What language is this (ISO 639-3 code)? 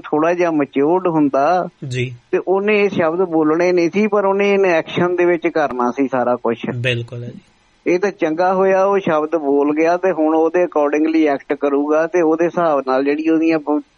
pan